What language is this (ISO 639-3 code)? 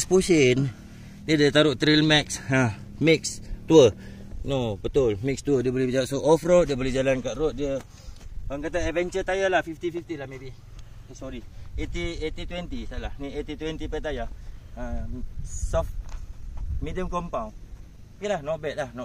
msa